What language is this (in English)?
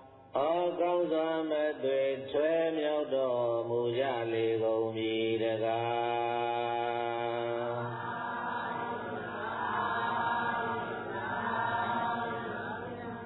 Burmese